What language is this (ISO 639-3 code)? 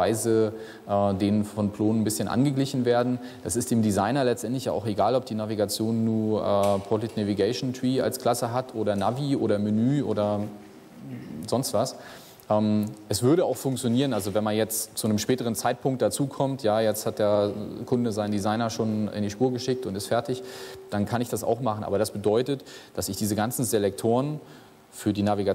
deu